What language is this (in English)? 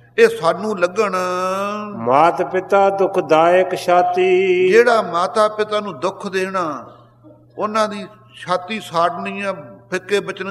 Punjabi